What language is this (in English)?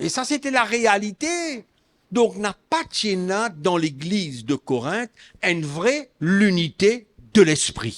Morisyen